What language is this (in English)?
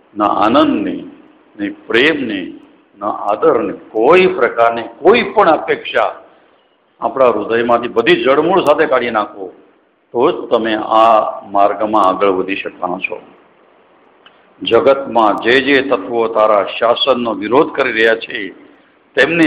Gujarati